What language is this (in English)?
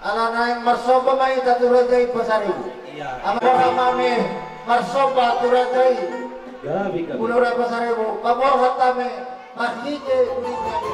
Batak Toba